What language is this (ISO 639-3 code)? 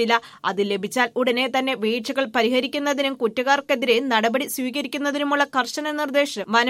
mal